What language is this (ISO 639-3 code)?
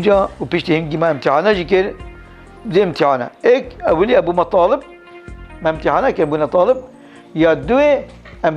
kur